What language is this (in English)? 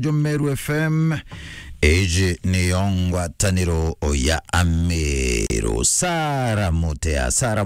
Meru